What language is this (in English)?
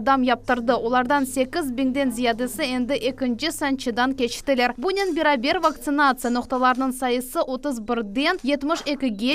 Crimean Tatar